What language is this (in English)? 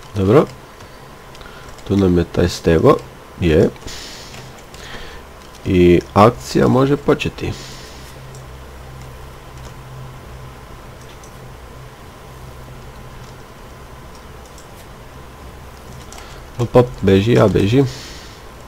Croatian